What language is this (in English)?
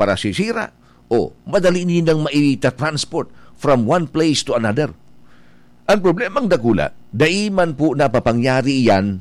Bikol